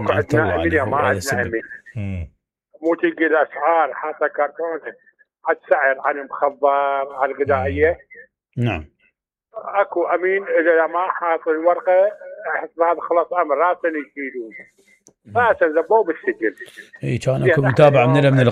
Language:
Mesopotamian Arabic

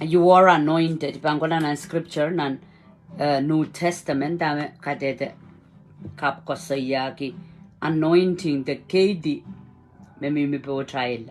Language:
Pohnpeian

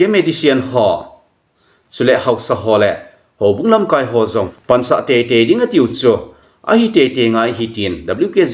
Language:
Thado Chin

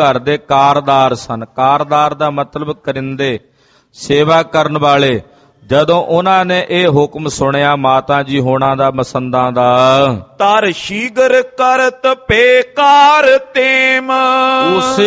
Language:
Punjabi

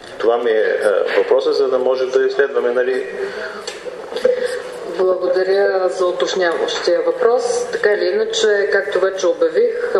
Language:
Bulgarian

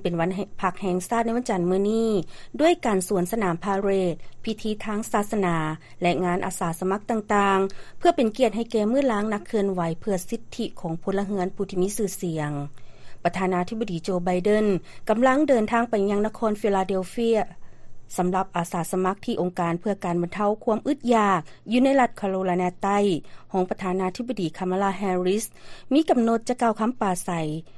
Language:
Lao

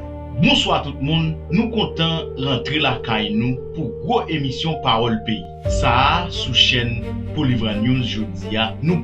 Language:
Haitian Creole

